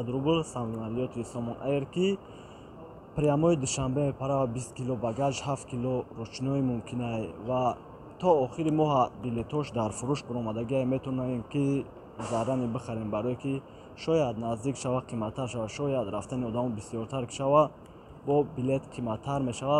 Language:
Tajik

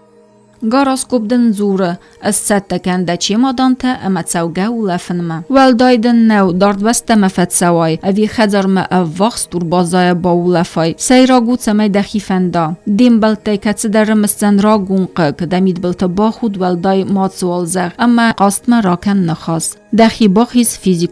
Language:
Ossetic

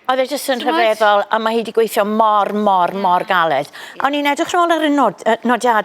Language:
Welsh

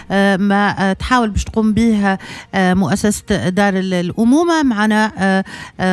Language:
Tunisian Arabic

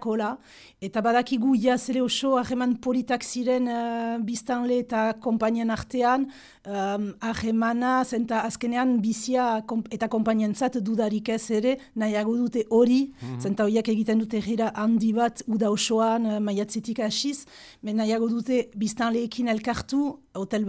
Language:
Basque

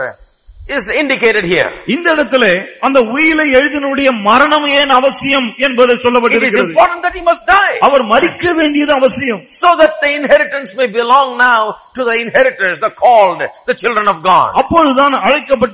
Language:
Tamil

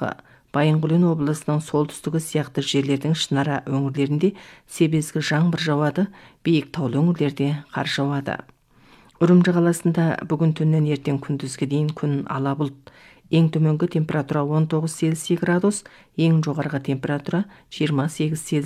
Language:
Kazakh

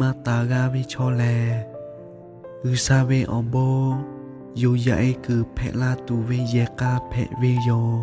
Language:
Lahu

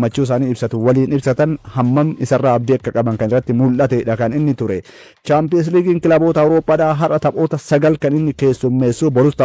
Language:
Oromo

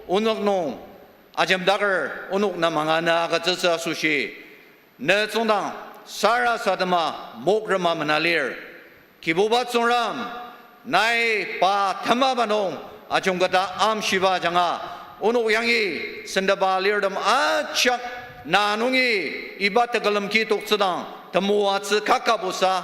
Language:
Ao Naga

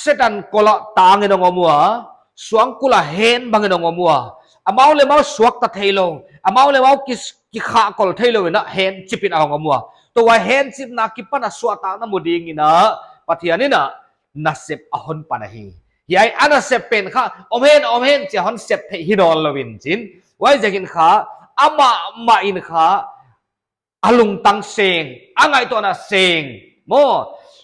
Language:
Paite Chin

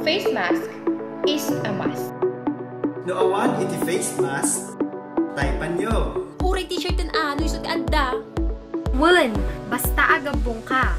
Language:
Iloko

